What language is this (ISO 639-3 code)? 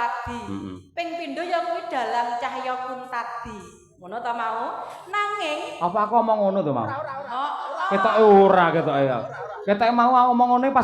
jav